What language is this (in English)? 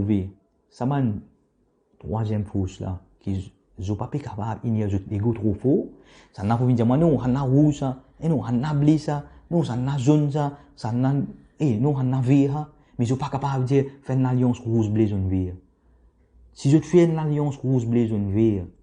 Morisyen